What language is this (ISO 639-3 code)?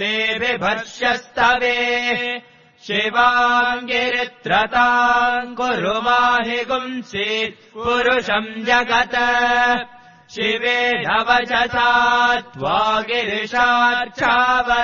san